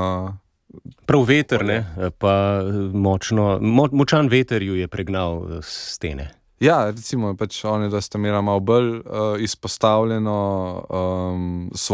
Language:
Slovenian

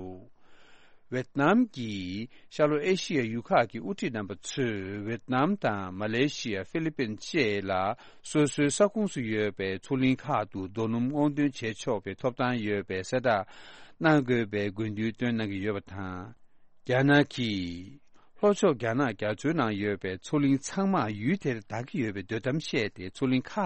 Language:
Tibetan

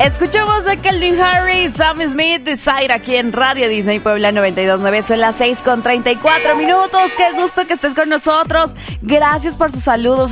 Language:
Spanish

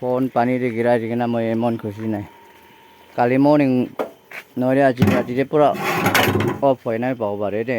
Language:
Naga Pidgin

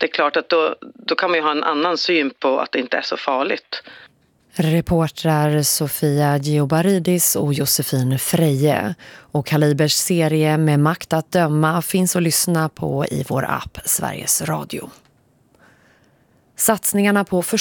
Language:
Swedish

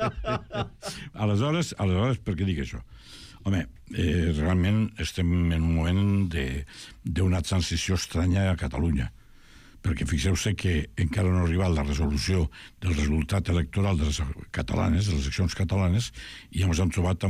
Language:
Catalan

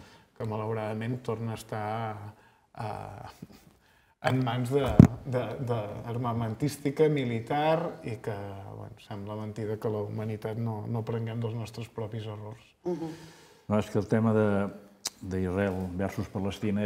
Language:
Catalan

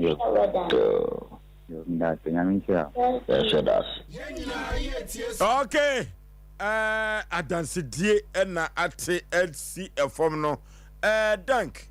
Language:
Akan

